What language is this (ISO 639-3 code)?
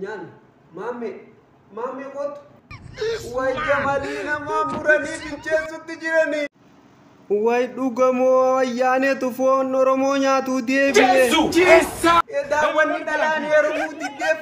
orm